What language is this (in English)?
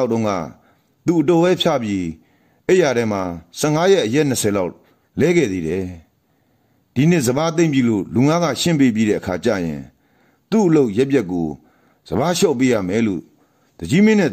Burmese